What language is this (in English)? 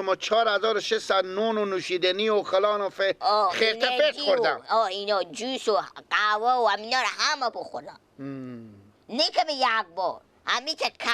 Persian